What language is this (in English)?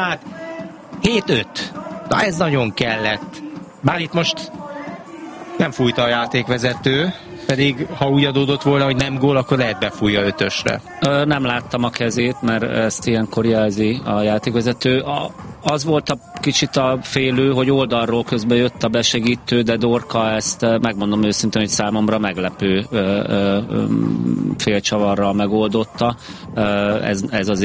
Hungarian